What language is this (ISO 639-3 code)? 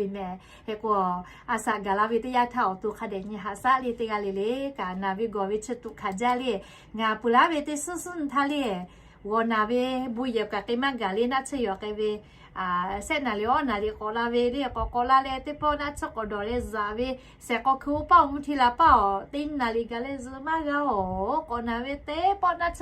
lhu